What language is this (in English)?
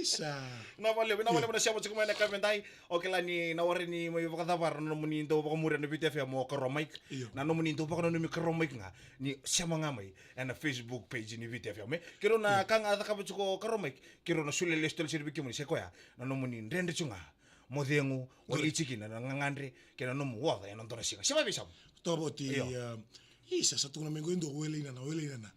Fijian